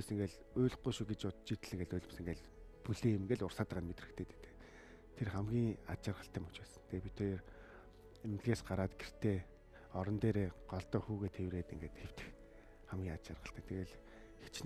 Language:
Mongolian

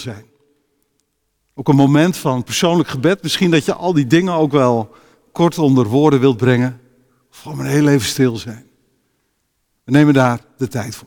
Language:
Dutch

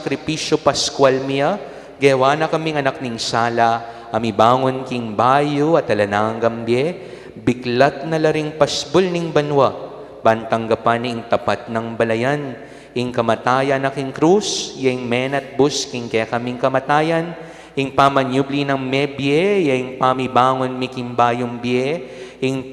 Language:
Pampanga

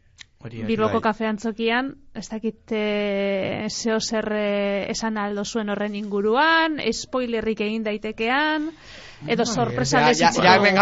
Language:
Basque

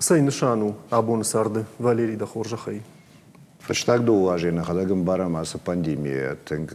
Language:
Ossetic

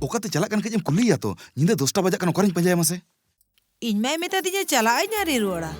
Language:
Santali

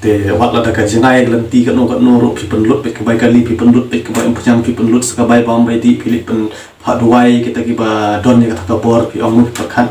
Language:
Khasi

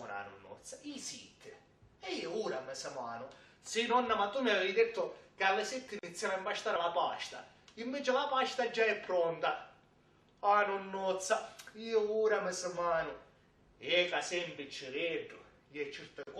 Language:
Sicilian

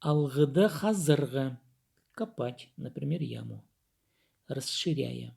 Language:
Khakas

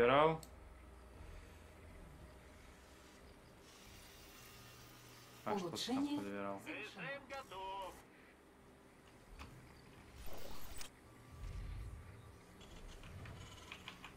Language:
Russian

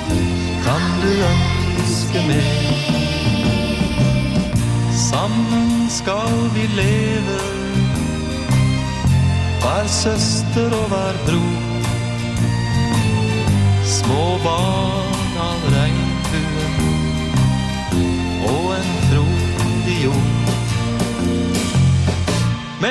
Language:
Norwegian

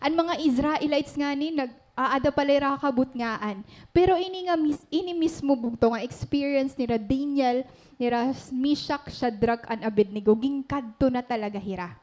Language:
Waray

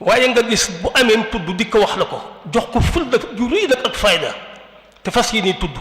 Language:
Wolof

